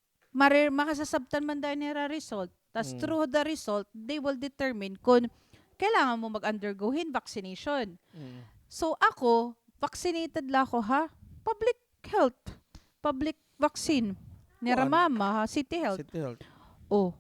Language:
Waray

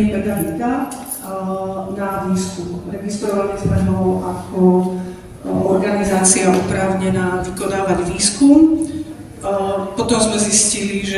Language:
Slovak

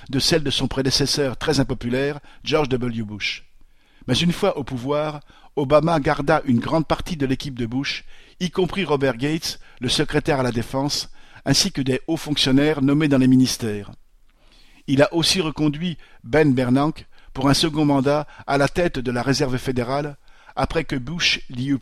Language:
French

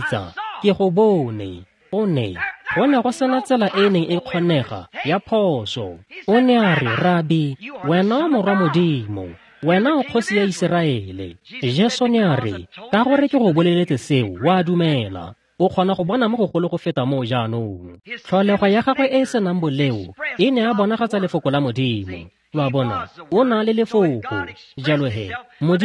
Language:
Tswana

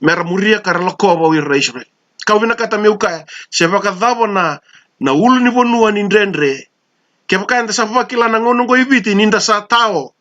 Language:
Fijian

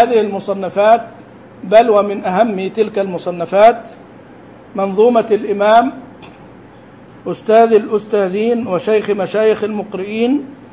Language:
Arabic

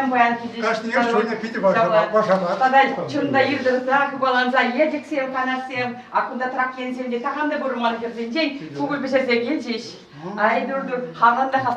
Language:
Chuvash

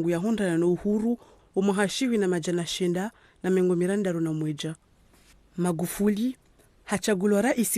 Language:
Ngazidja Comorian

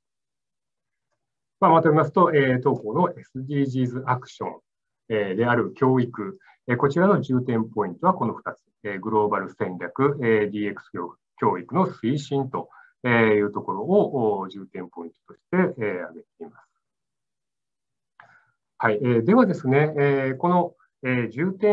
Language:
Japanese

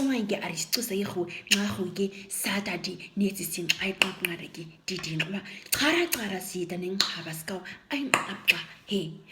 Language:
Nama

